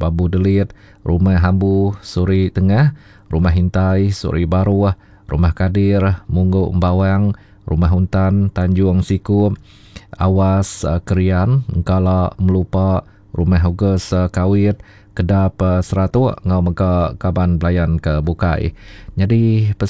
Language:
Iban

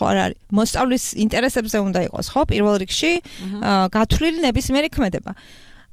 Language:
Georgian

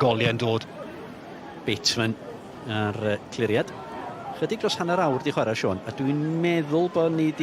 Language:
Welsh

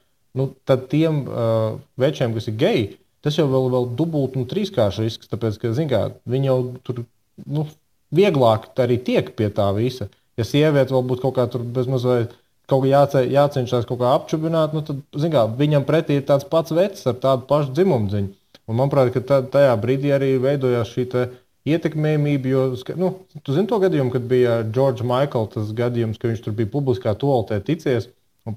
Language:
Latvian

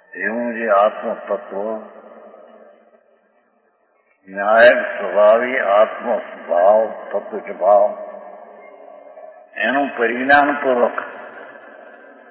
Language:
Gujarati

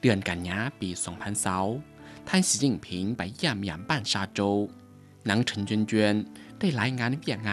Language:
Lao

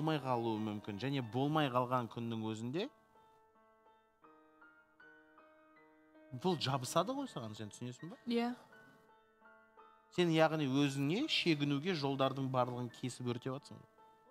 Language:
Kazakh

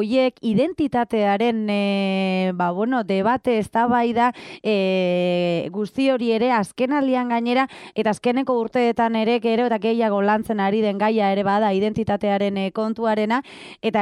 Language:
Basque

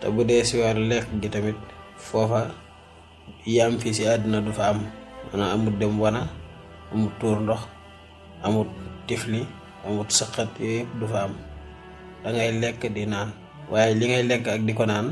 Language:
Wolof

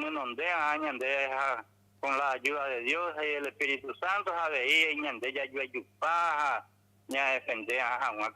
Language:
Guarani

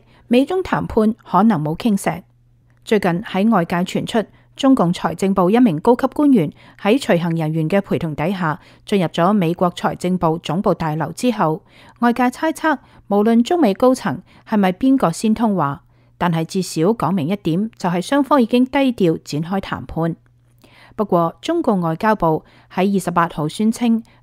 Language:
Cantonese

